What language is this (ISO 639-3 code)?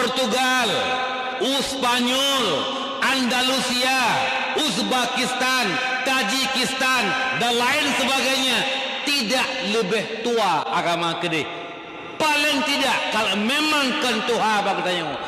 ace